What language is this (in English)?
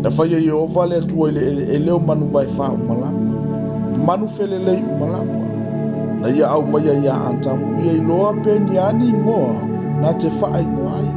Samoan